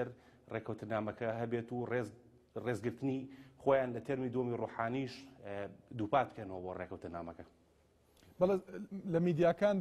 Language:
Central Kurdish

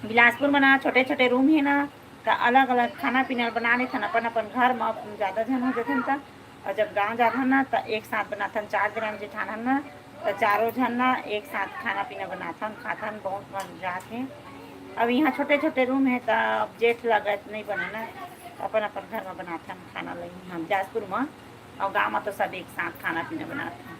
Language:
Chhattisgarhi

